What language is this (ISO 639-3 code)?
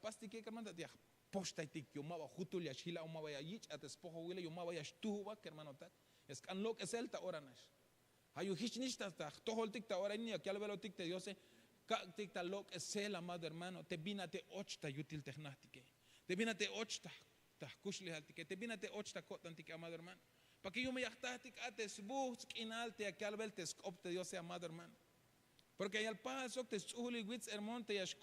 tzh